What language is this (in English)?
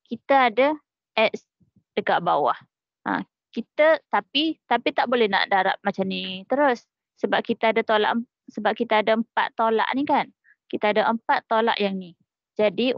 Malay